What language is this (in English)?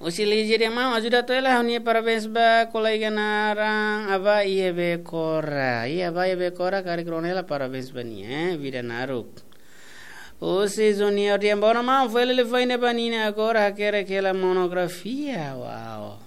Tetum